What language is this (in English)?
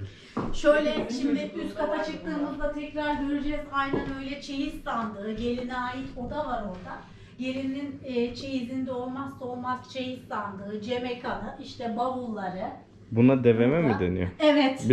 Turkish